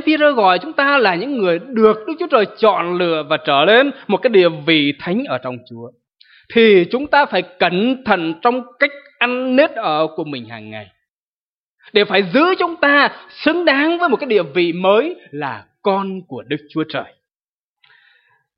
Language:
Vietnamese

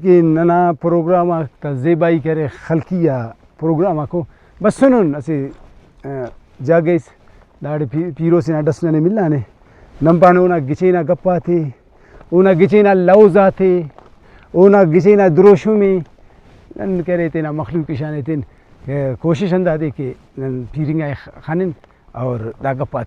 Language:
Brahui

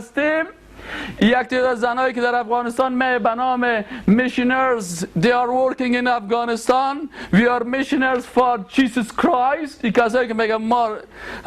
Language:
Persian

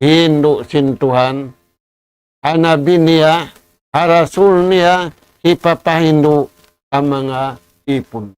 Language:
Tausug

